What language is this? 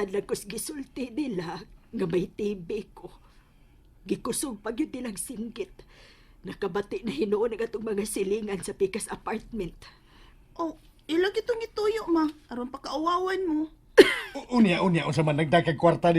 Cebuano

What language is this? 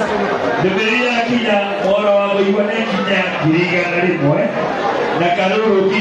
Kikuyu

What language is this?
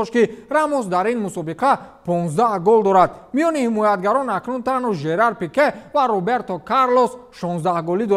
Tajik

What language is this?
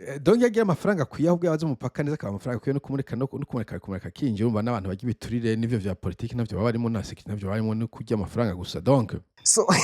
Rundi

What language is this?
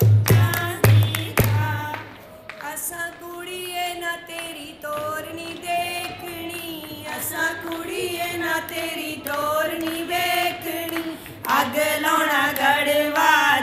Punjabi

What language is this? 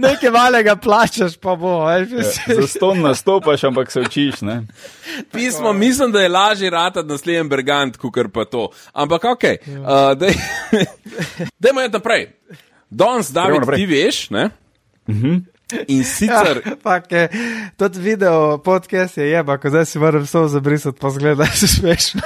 Slovenian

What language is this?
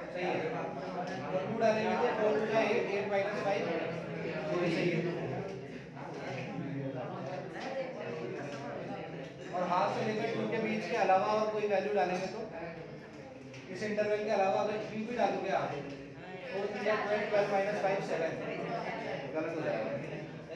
Hindi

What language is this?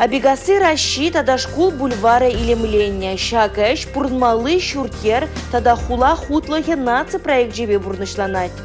Chuvash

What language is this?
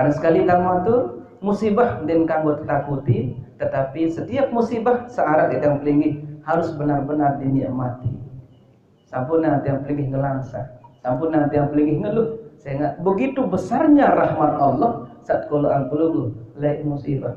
Sasak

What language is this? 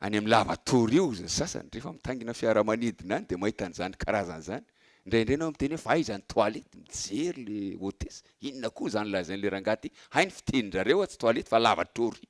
Malagasy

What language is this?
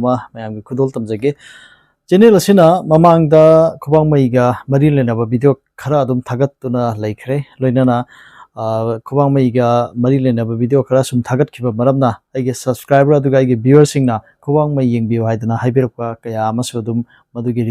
Manipuri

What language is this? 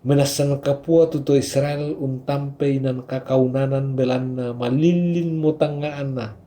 Toraja-Sa'dan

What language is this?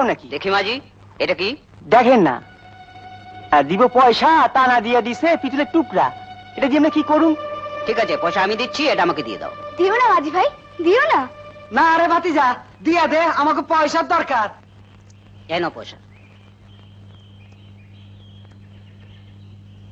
Bangla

